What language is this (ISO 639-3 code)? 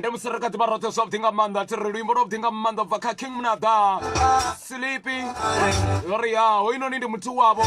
ven